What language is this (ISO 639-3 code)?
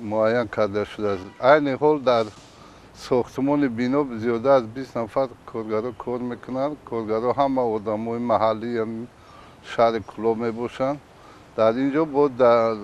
tgk